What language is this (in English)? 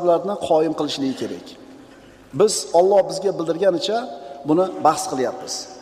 Uzbek